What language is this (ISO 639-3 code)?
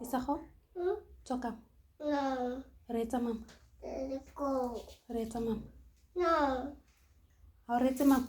tsn